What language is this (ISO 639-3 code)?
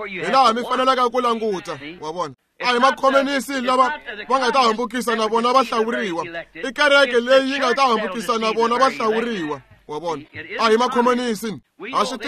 tso